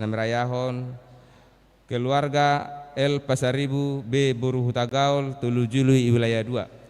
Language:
Batak Toba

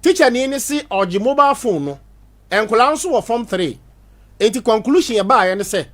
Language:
Akan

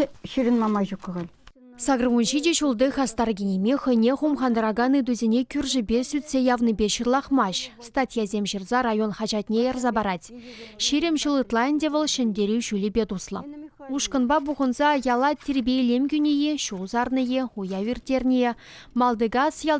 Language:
Chuvash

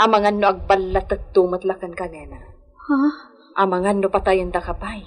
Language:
Iloko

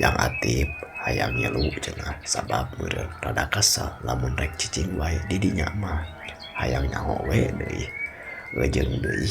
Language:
Sundanese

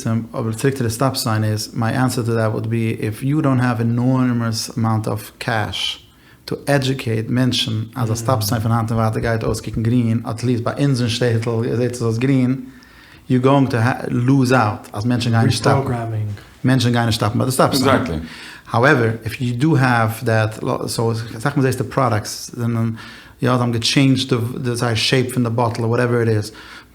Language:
Yiddish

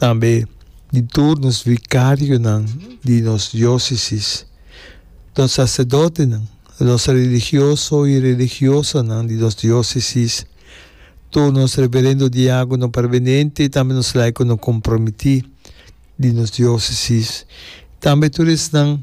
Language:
Papiamento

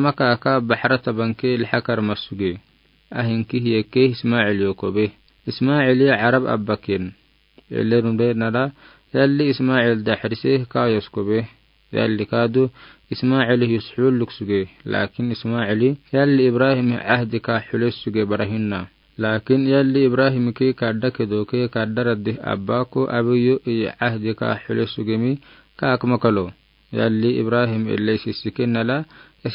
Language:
Afar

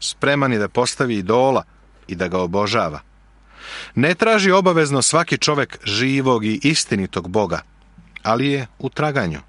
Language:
Serbian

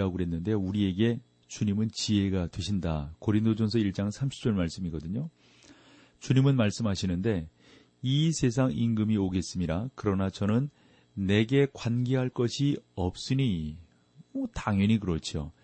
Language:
Korean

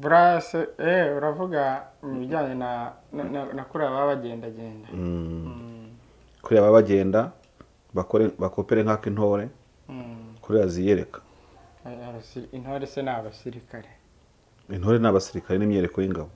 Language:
Kinyarwanda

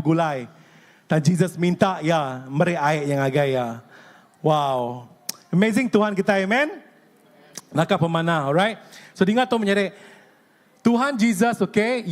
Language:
Iban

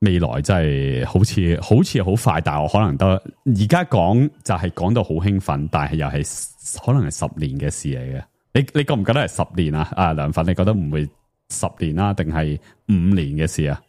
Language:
Cantonese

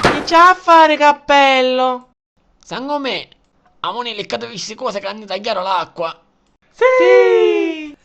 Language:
Sicilian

